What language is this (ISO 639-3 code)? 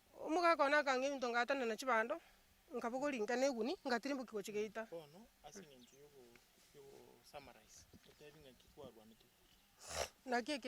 guz